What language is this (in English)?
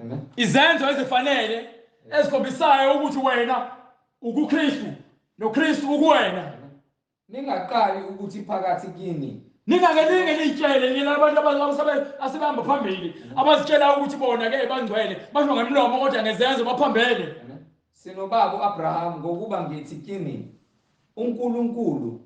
Zulu